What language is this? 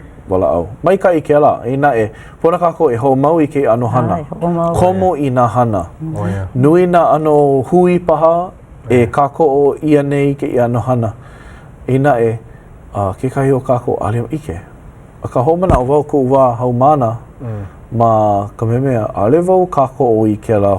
Hawaiian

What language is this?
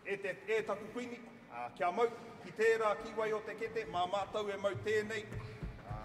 Māori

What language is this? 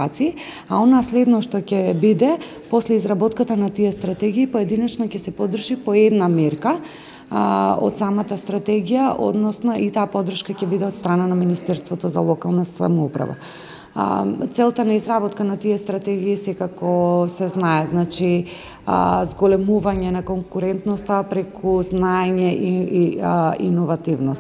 Macedonian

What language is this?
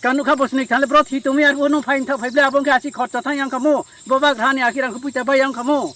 Riang (India)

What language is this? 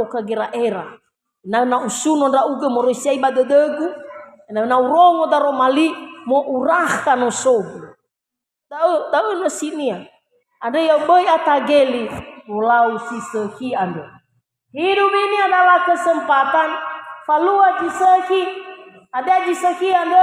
Nias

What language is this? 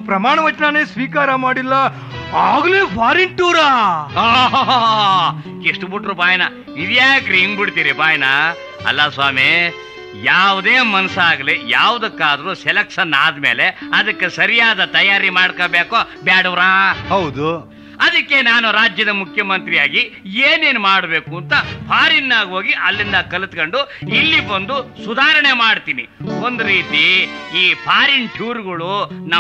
Kannada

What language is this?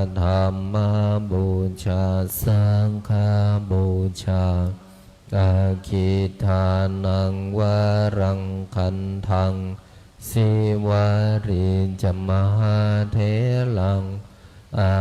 Pali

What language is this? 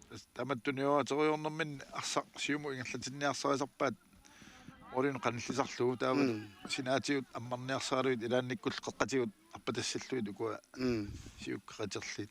Kalaallisut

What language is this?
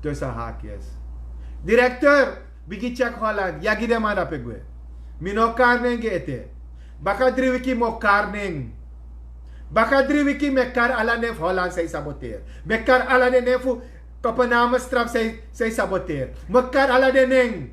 Sranan Tongo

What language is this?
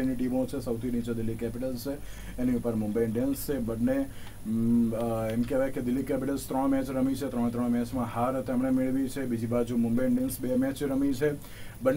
Gujarati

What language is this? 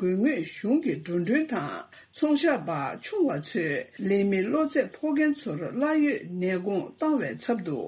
Tibetan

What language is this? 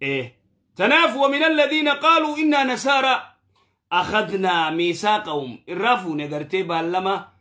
Oromo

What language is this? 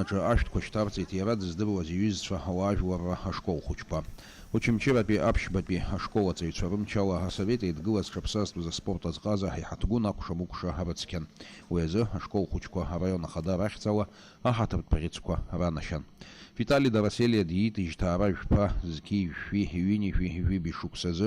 Abkhazian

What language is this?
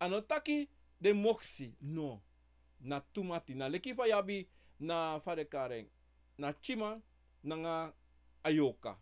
Sranan Tongo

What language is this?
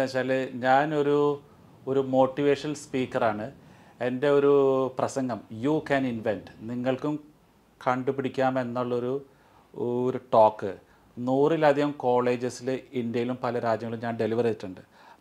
Malayalam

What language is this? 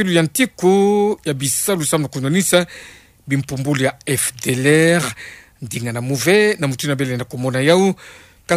Kituba (Democratic Republic of Congo)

